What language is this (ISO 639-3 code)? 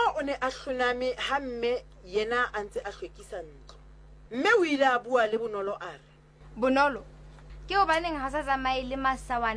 sot